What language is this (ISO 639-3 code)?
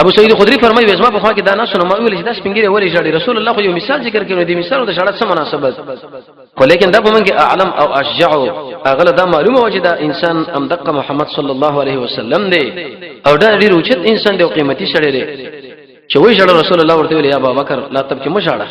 pus